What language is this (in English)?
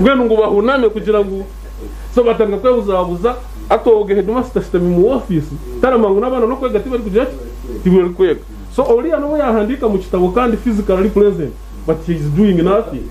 Nyankole